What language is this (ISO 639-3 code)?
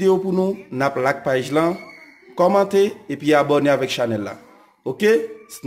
hat